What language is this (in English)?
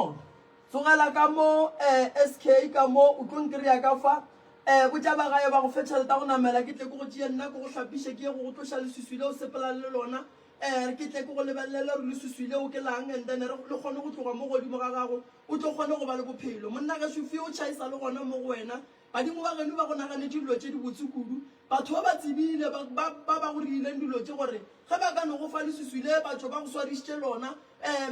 Northern Sotho